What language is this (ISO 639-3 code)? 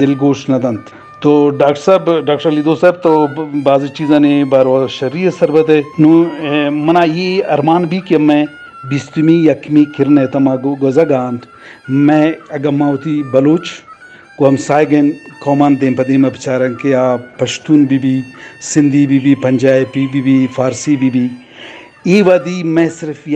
bgp